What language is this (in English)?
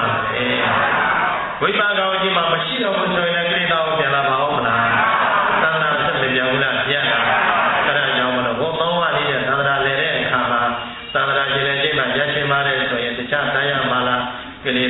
Burmese